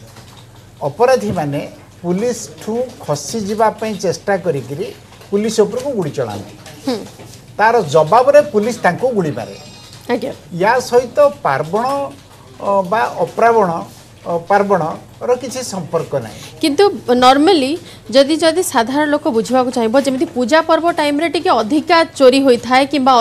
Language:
Odia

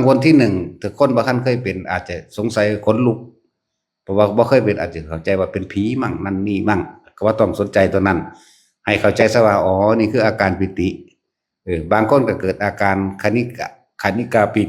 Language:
Northeastern Thai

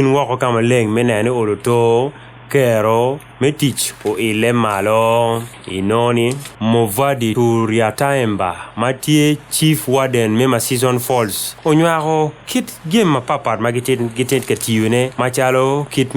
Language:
Acoli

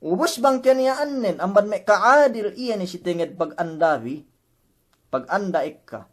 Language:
Yakan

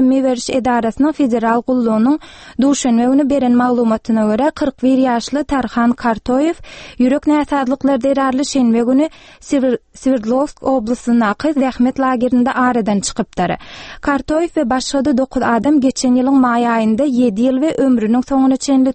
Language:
Turkmen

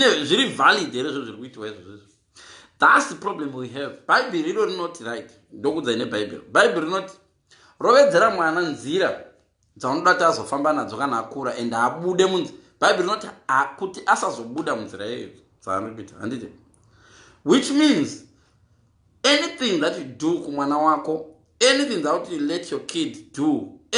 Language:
Shona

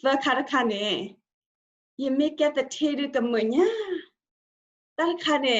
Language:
S'gaw Karen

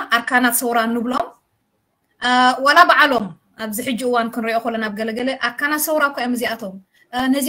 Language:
Tigrinya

